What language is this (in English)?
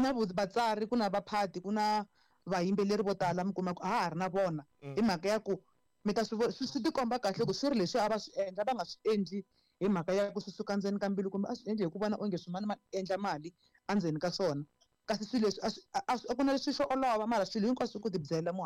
Tsonga